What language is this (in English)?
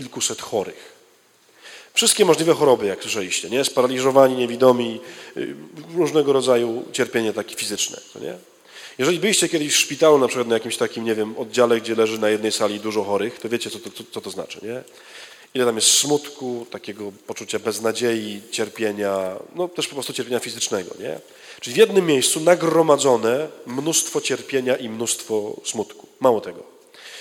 Polish